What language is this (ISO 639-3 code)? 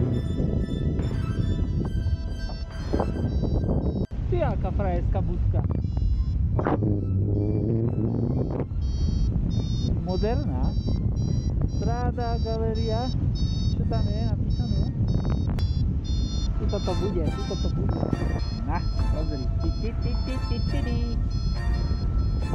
slk